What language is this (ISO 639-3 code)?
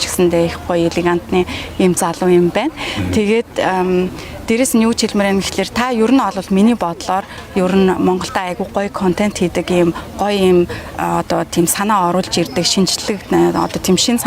mon